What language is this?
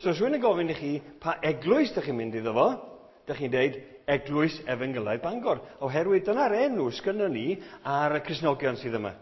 Welsh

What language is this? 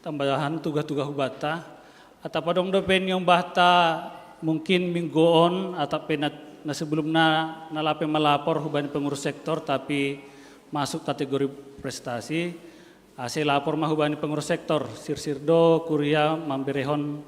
Batak Simalungun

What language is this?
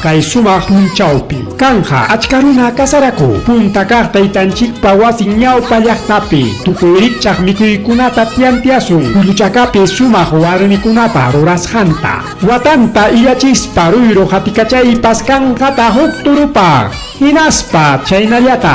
Ayacucho Quechua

